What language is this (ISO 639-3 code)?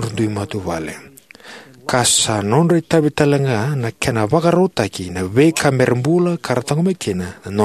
fij